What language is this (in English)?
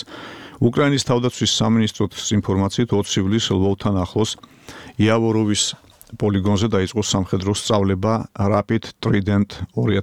Georgian